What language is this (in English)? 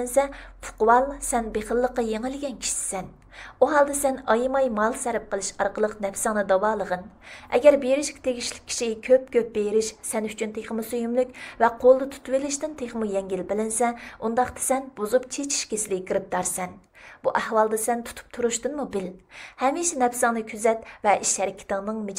Uyghur